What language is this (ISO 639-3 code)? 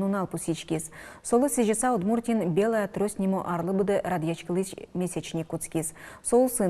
udm